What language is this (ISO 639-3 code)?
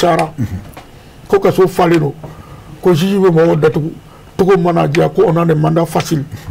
bam